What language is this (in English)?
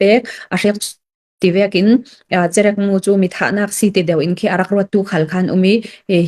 Hakha Chin